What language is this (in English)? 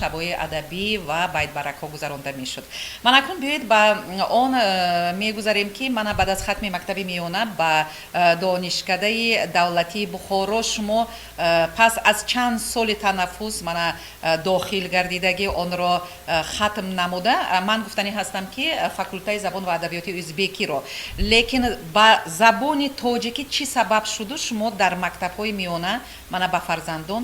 Tajik